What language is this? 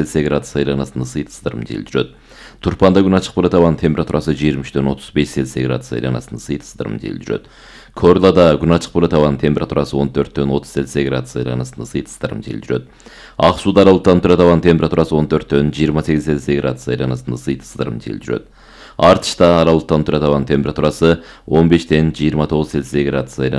Kyrgyz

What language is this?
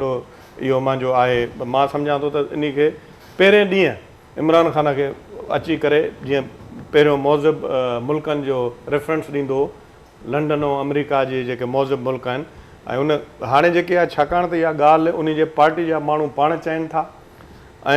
Sindhi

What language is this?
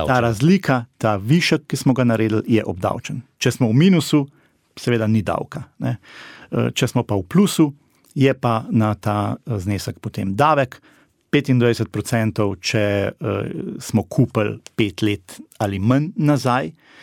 Slovenian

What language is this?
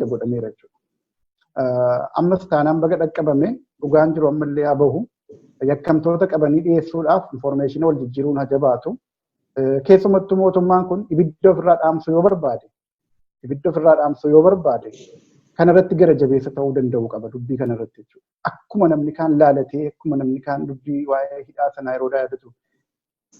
Oromo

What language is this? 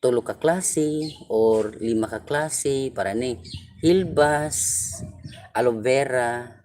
Cebuano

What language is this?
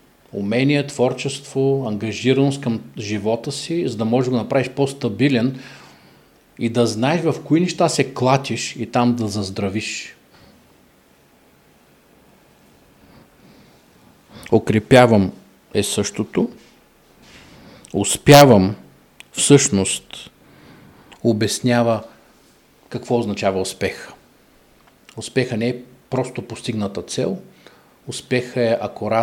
Bulgarian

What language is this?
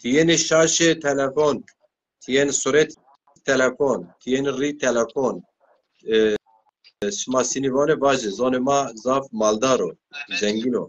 Zaza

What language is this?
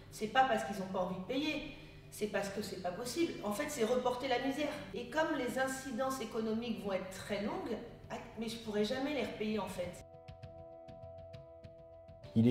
French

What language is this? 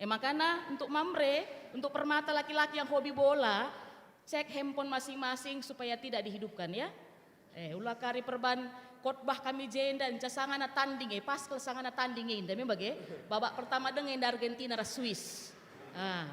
Batak Karo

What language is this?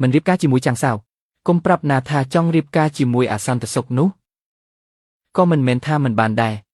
Khmer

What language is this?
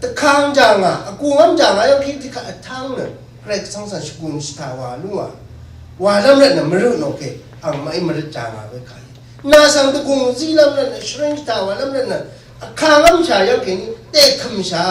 Rawang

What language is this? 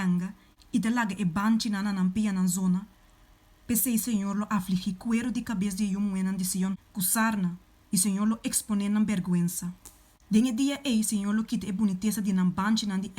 Papiamento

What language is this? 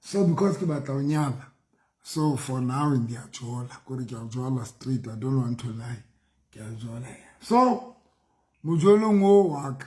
Southern Sotho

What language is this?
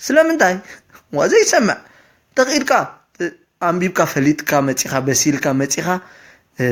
Tigrinya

